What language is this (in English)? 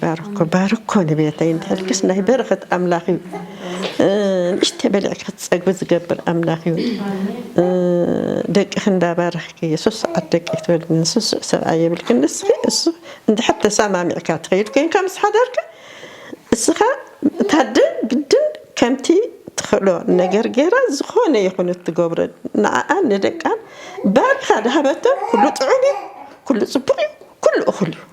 Tigrinya